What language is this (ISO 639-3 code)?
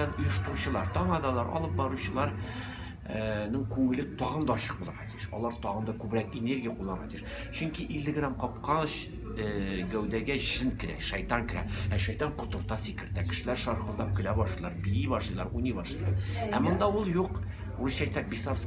tat